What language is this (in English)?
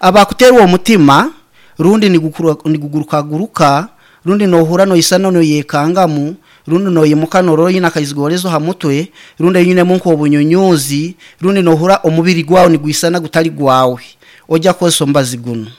Nyankole